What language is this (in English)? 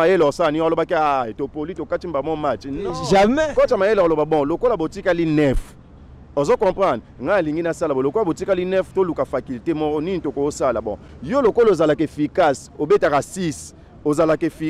Lingala